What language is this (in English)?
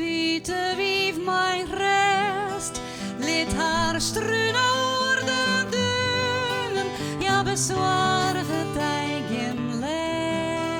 Western Frisian